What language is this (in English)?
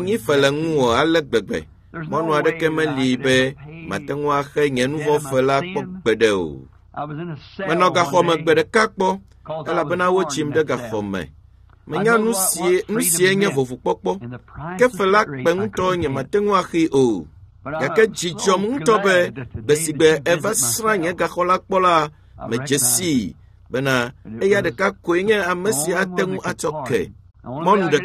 Ewe